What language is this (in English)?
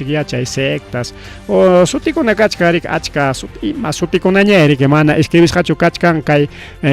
Ayacucho Quechua